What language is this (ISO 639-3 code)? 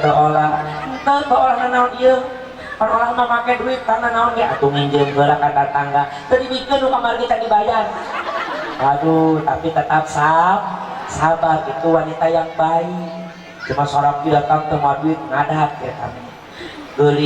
sun